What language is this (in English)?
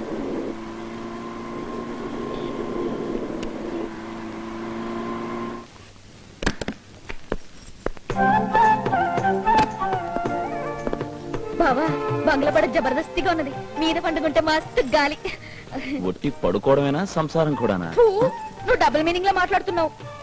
Telugu